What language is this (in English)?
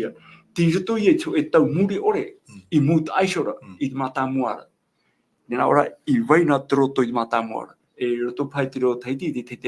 Tahitian